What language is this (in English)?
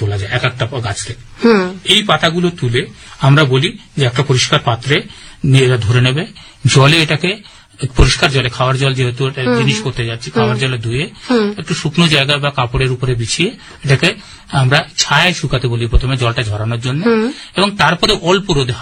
Bangla